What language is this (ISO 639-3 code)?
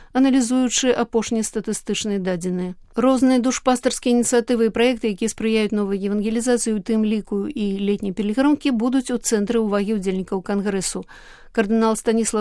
bel